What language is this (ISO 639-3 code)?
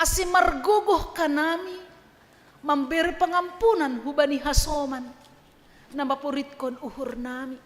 bts